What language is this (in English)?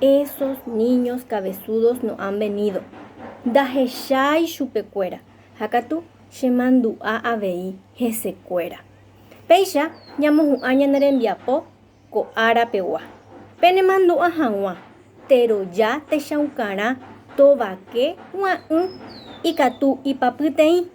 Guarani